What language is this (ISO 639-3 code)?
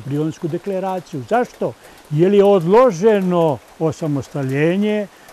srp